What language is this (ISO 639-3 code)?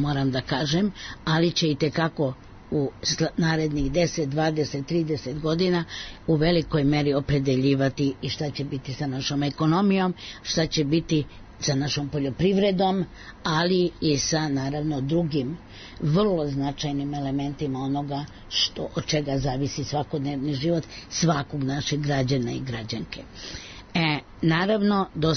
srp